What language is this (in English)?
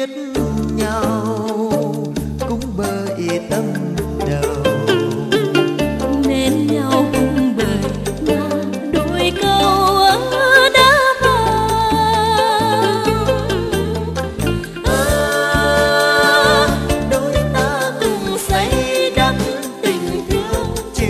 Vietnamese